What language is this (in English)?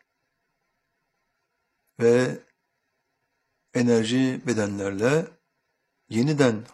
Turkish